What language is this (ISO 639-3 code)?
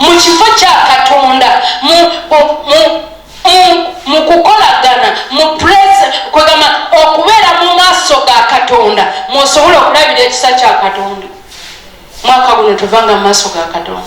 lug